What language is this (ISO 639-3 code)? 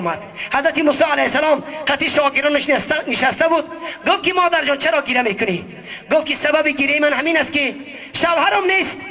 tgk